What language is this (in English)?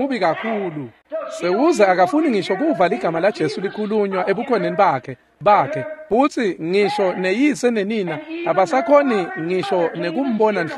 Swati